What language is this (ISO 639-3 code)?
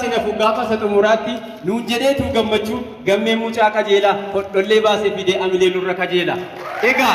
orm